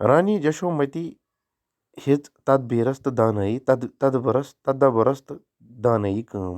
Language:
Kashmiri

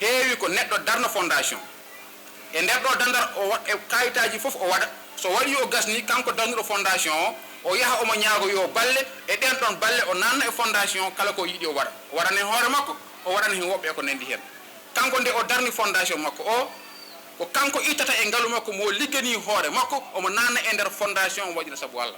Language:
Fula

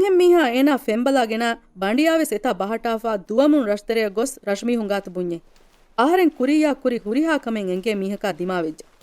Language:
Divehi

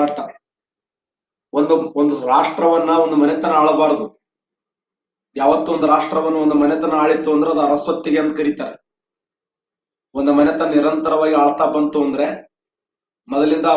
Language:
Kannada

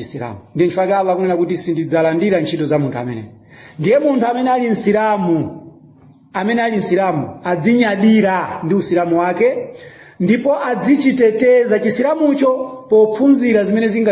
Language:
Nyanja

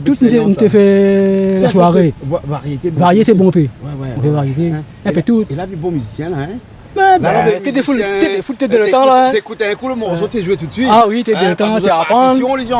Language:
Réunion Creole French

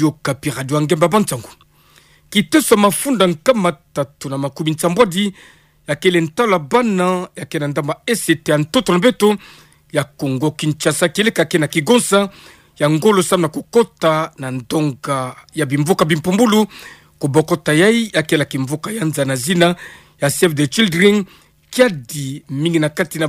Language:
Kituba (Democratic Republic of Congo)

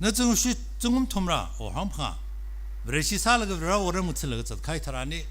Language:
Tangkhul Naga (India)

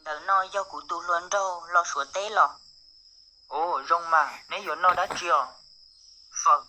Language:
Hmong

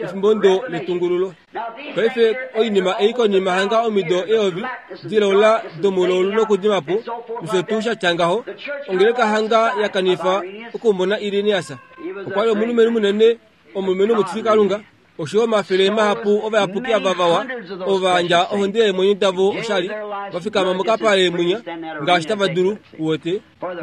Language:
Kuanyama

